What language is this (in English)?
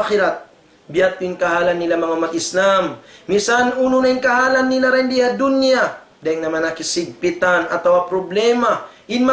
Tausug